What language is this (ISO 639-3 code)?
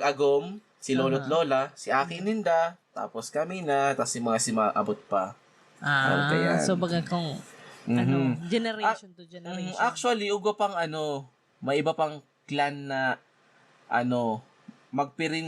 bik